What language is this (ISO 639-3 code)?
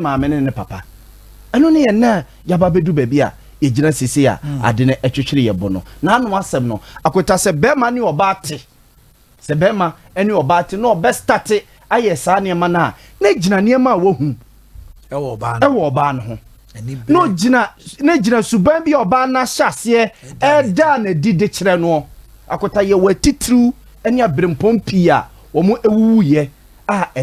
aka